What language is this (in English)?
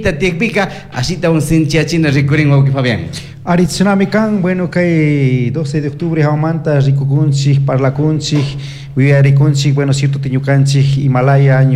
Chimborazo Highland Quichua